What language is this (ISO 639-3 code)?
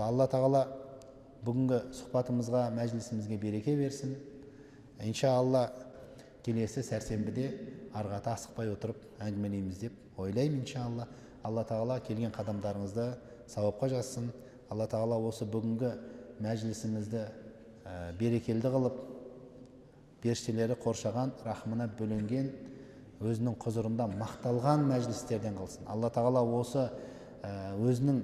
kaz